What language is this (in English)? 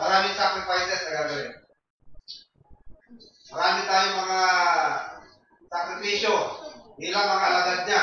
Filipino